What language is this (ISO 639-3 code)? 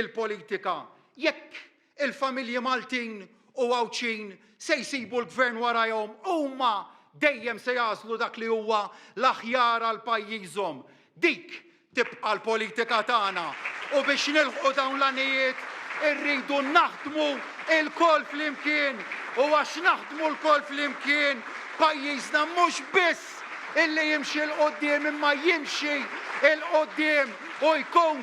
mlt